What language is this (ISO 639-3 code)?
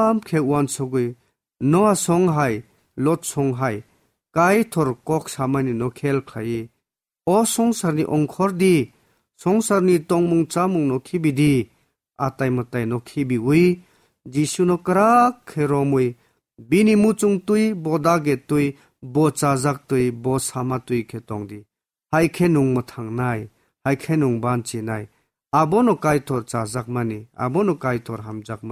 trp